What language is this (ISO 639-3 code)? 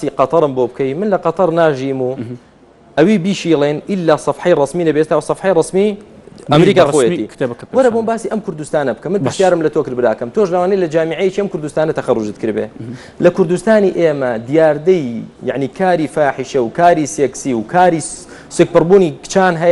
ckb